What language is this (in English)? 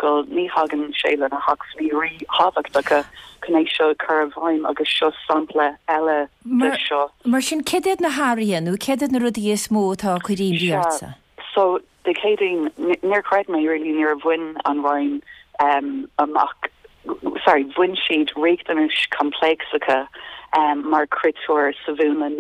Irish